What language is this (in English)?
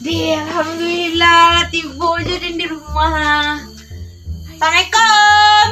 Minangkabau